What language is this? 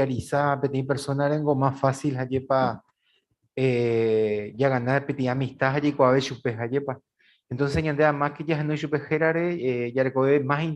Guarani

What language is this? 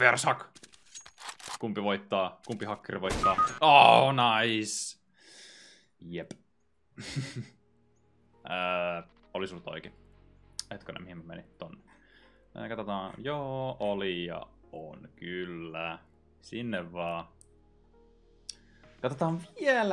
Finnish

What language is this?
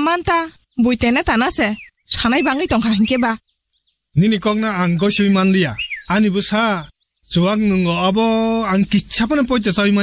Kok Borok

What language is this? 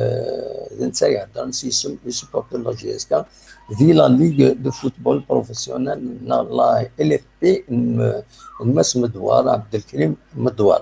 Kabyle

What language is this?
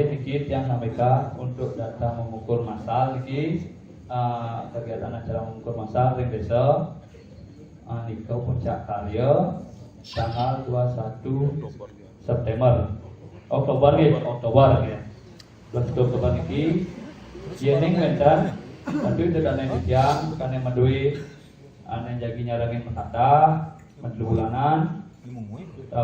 Balinese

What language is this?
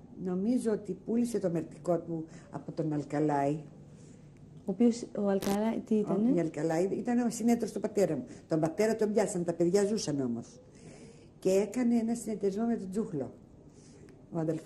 Greek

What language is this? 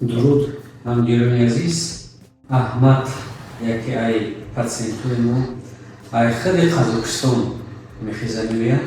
Tajik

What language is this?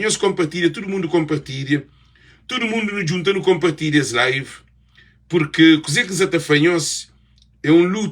Kabuverdianu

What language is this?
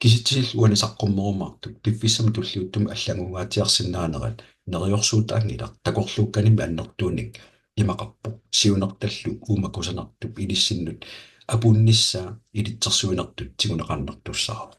Kalaallisut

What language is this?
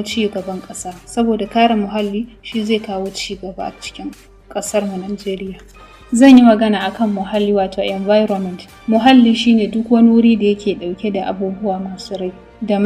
Hausa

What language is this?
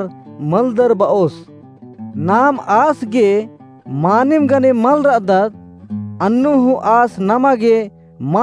Kurukh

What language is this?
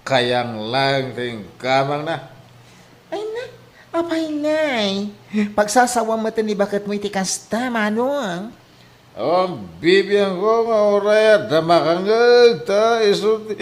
Iloko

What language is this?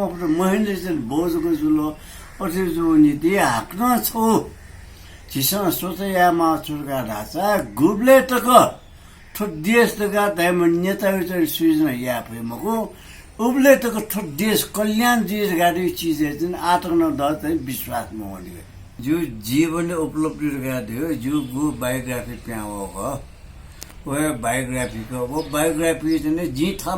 Newari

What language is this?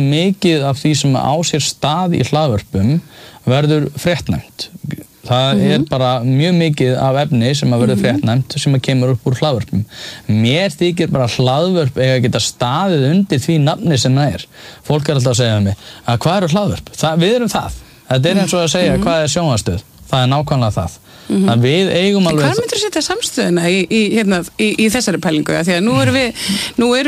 Icelandic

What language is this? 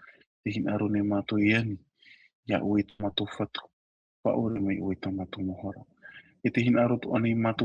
Tahitian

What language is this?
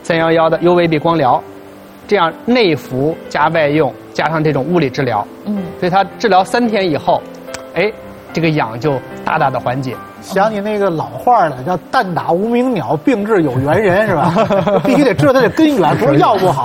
Chinese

